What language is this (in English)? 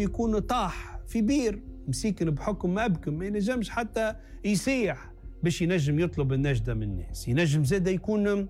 Tunisian Arabic